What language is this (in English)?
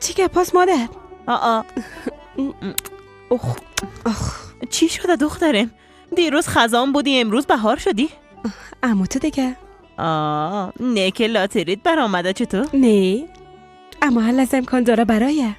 Persian